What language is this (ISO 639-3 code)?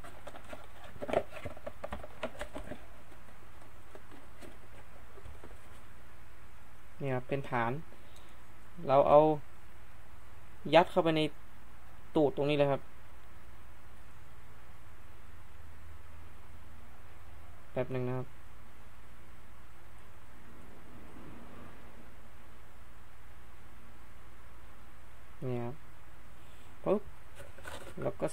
tha